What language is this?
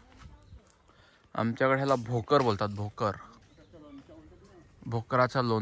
Marathi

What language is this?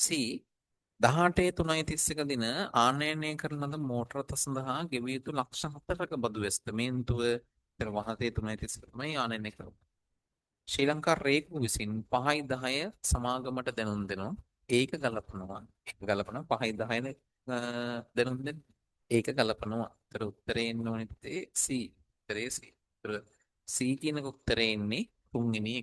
Sinhala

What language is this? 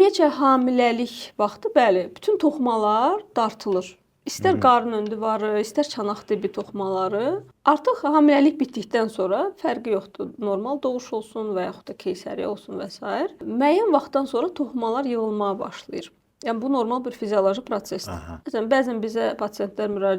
Azerbaijani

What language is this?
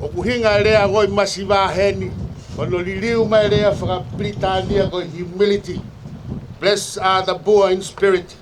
Tongan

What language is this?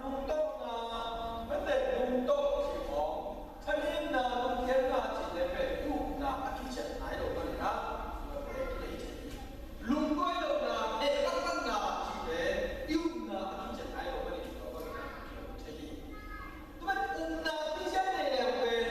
Tedim Chin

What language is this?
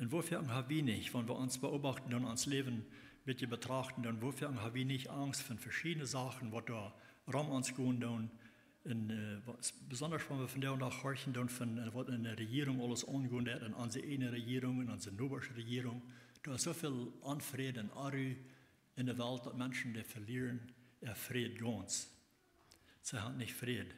Plautdietsch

